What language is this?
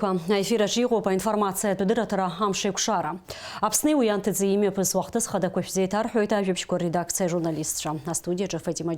Abkhazian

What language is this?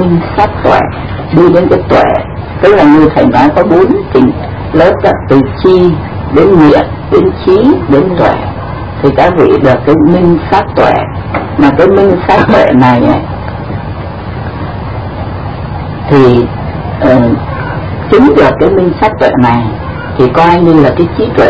Vietnamese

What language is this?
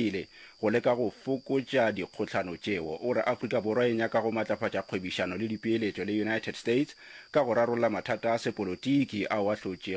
Northern Sotho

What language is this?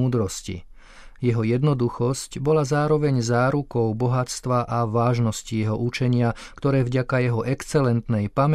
Slovak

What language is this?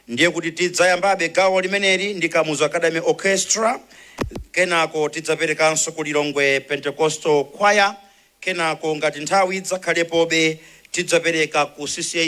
Nyanja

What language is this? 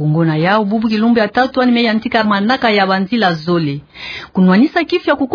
Kituba (Democratic Republic of Congo)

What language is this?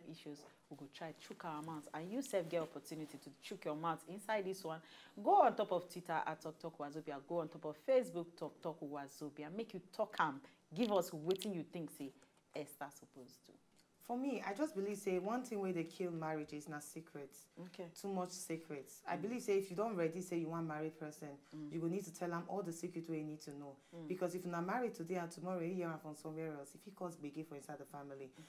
Nigerian Pidgin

